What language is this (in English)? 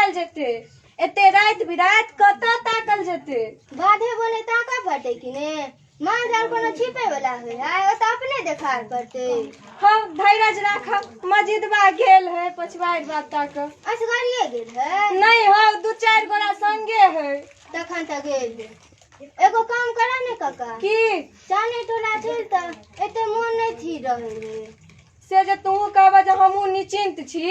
Maithili